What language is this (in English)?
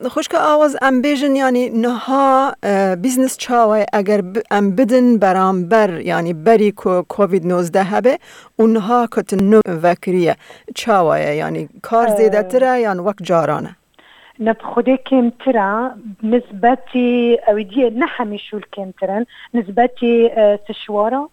Kurdish